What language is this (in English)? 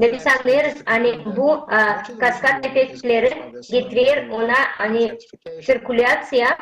Gagauz